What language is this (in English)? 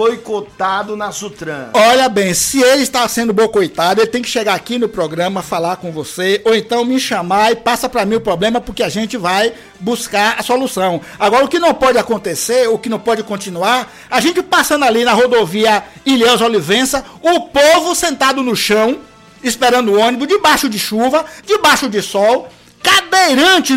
Portuguese